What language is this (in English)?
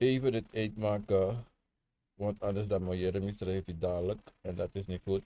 Sranan Tongo